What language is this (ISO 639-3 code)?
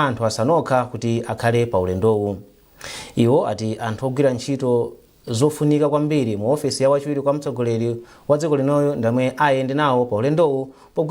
nya